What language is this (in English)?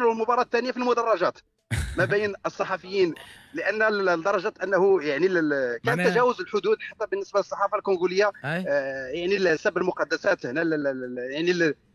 Tunisian Arabic